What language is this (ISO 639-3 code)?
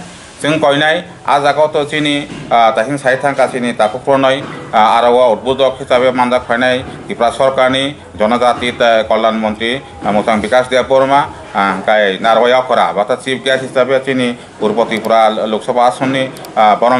trp